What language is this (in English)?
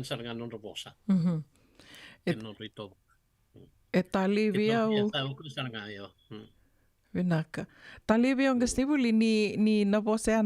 Fijian